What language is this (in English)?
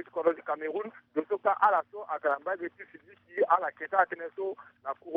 Sango